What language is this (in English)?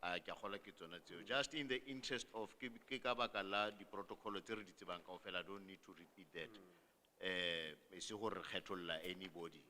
Southern Sotho